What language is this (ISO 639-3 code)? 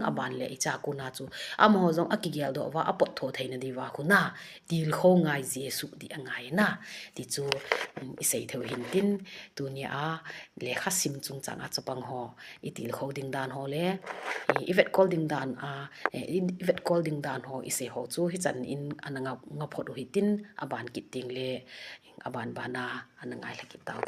tcz